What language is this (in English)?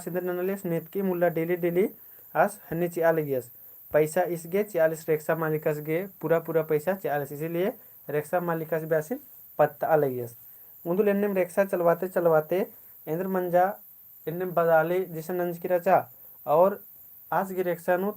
Kurukh